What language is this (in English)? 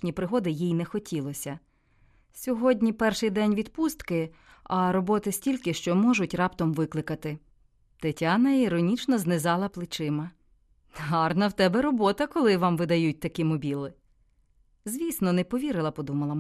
Ukrainian